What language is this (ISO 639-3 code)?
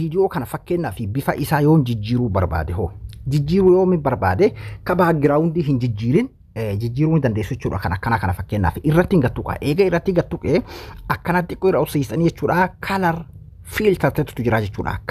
orm